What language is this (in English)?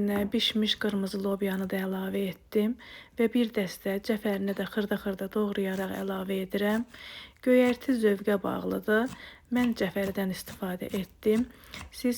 Azerbaijani